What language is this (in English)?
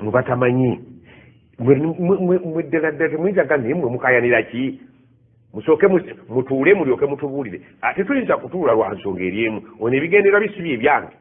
Ganda